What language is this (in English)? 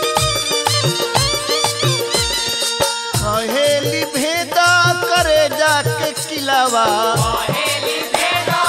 Bhojpuri